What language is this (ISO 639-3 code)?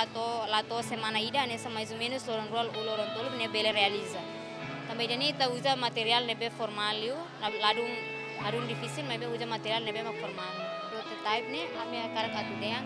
tet